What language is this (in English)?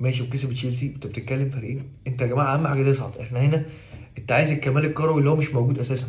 Egyptian Arabic